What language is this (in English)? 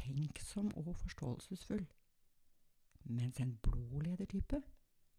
Norwegian